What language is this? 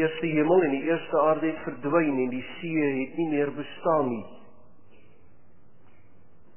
Afrikaans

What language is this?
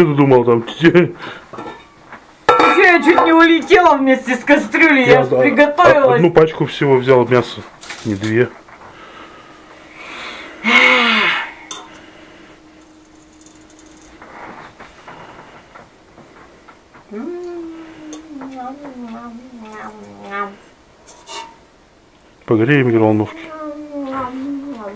Russian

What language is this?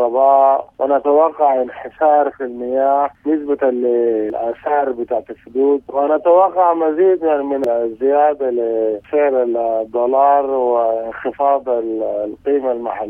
Sudanese Arabic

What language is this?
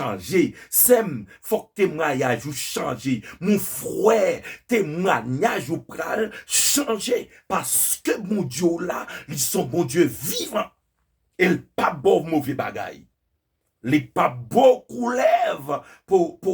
Haitian Creole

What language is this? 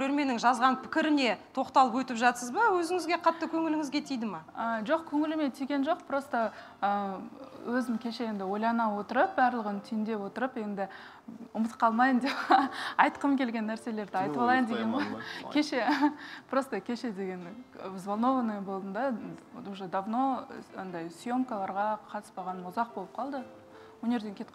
Kazakh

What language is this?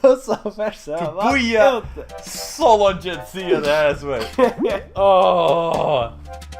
Faroese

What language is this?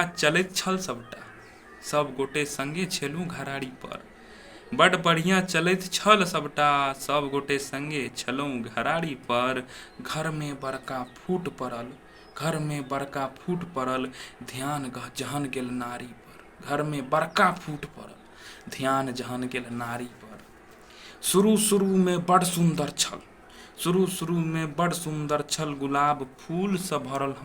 Maithili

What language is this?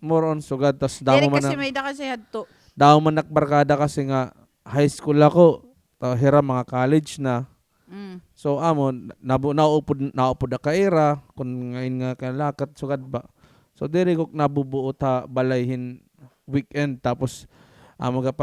Waray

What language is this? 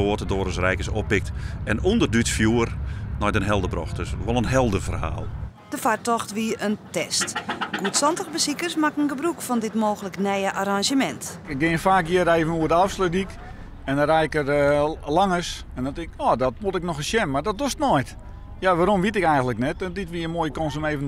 Western Frisian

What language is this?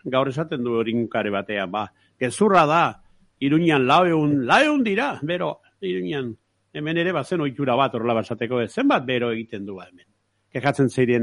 Basque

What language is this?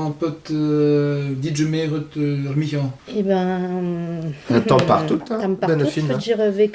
Breton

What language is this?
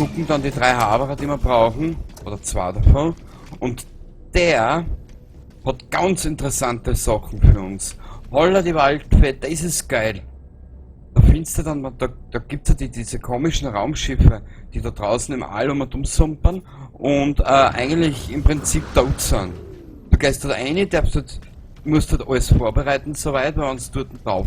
Bavarian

